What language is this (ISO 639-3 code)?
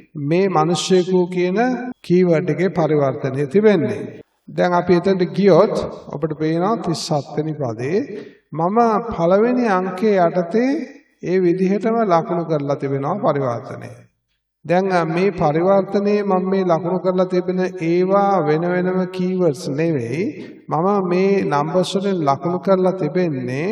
sin